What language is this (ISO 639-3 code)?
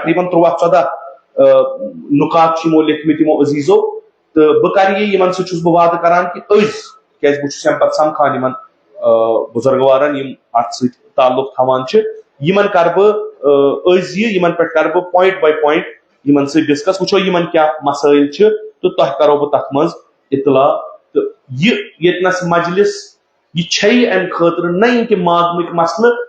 kas